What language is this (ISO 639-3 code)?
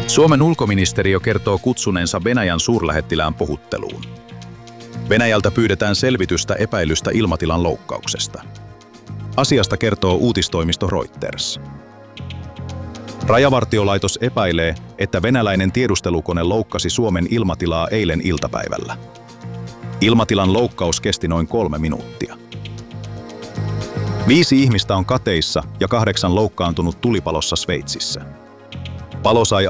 fin